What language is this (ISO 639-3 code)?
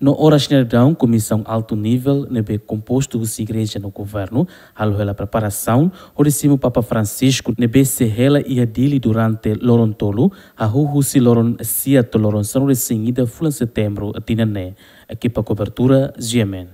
tet